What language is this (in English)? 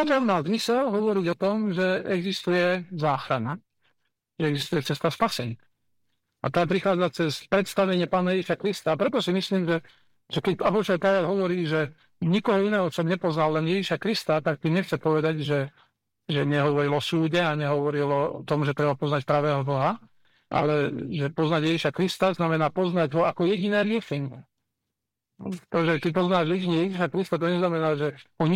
Slovak